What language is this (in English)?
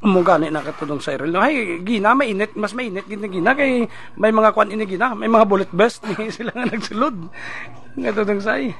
Hiligaynon